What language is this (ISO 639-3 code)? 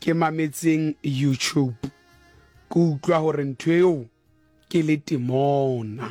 sot